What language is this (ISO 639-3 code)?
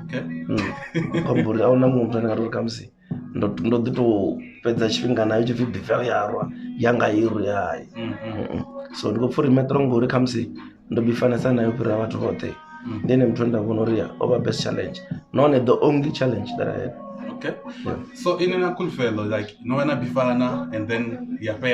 ven